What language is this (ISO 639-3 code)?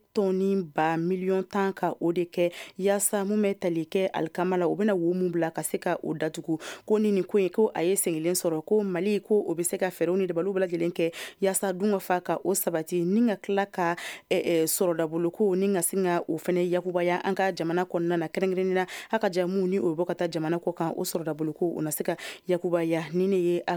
bam